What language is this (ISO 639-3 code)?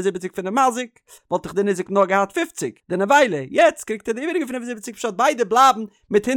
yid